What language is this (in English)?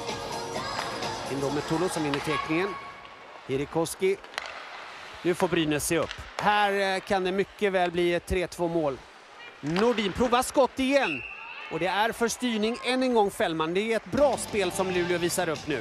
Swedish